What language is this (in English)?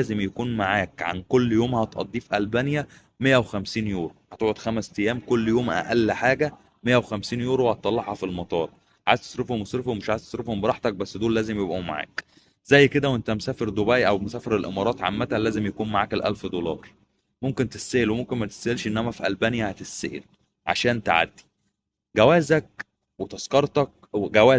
Egyptian Arabic